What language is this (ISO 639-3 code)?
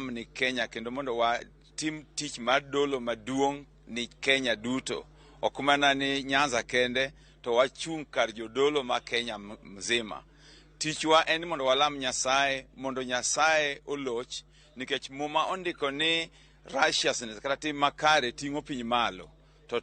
luo